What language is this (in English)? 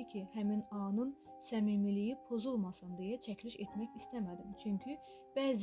Azerbaijani